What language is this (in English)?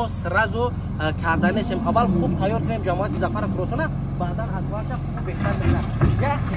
Tajik